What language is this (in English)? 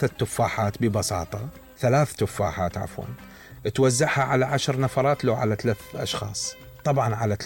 Mesopotamian Arabic